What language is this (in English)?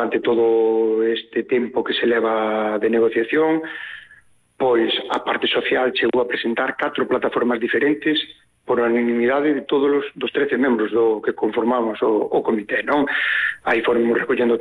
Galician